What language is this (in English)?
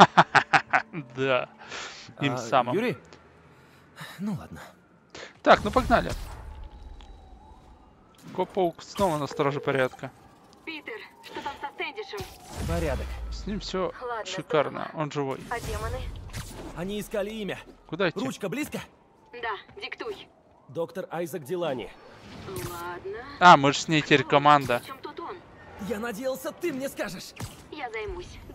Russian